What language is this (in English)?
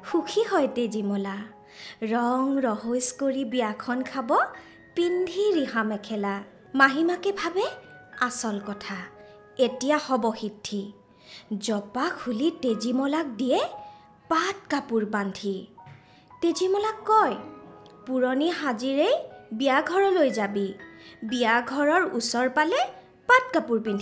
Assamese